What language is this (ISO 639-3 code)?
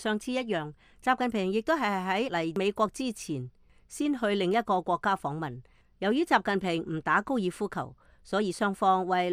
yue